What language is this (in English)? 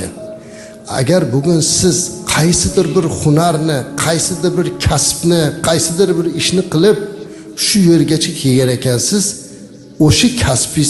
Uzbek